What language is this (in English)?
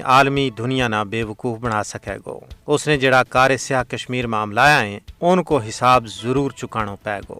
Gujari